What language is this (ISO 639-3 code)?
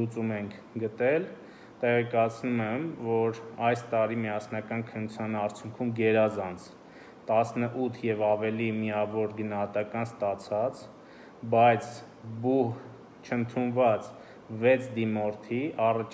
hye